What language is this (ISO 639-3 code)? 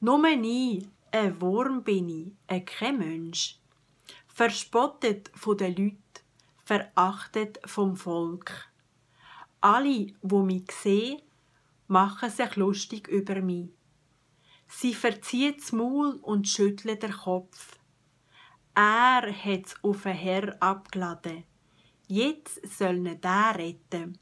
gsw